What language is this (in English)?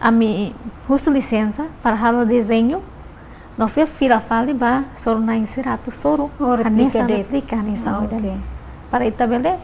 Tetum